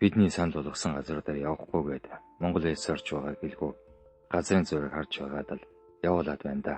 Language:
Mongolian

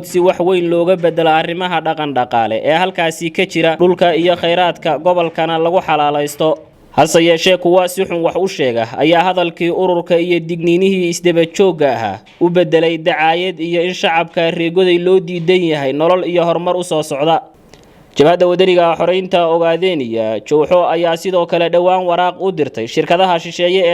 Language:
Somali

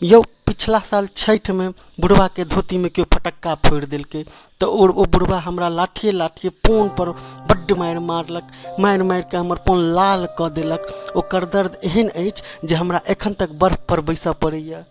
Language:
Maithili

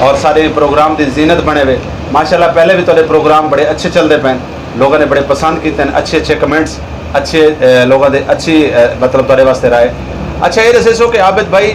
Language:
Saraiki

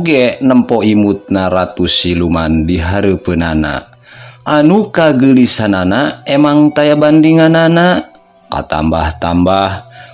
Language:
Sundanese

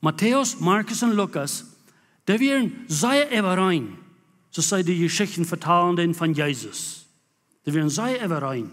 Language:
Plautdietsch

